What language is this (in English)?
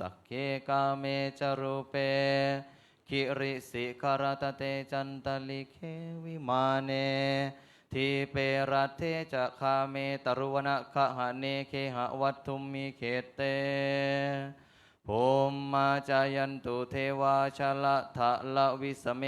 Pali